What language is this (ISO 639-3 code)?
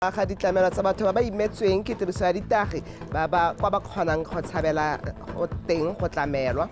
tsn